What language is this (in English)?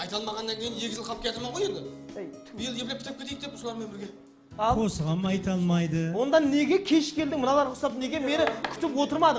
Kara-Kalpak